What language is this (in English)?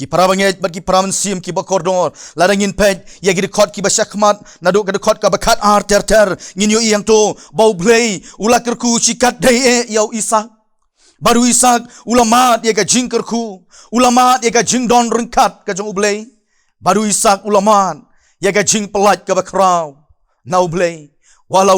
Khasi